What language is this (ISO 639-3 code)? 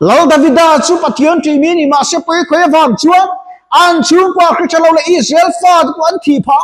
lus